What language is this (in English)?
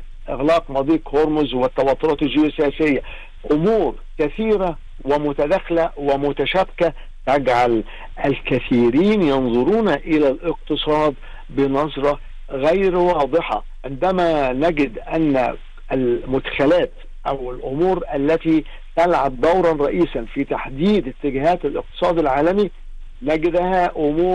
Arabic